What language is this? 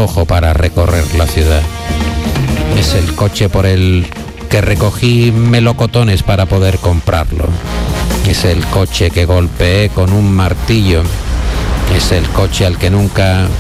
Spanish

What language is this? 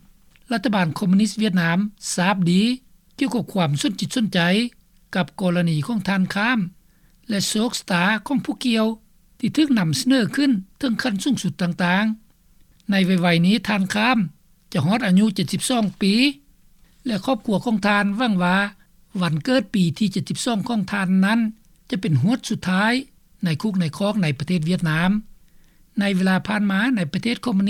Lao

